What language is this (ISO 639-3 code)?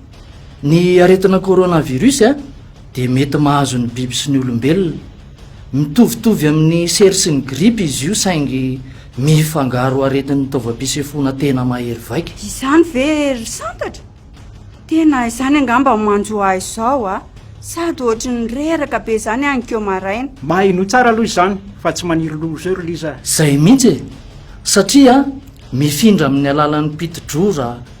mlg